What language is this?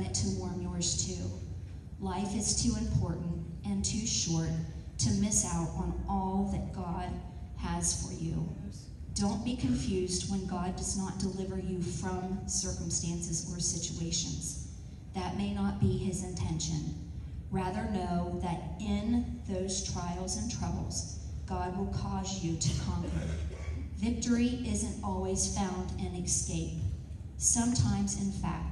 English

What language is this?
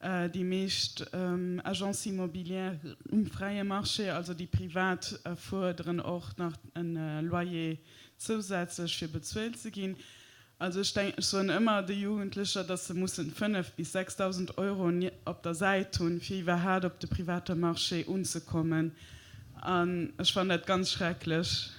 Luxembourgish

